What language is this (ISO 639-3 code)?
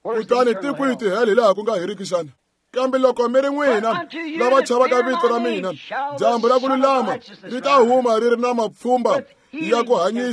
tso